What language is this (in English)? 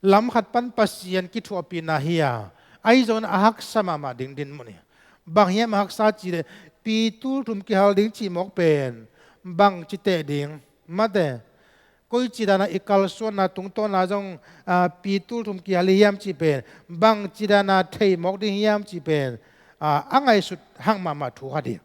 Tedim Chin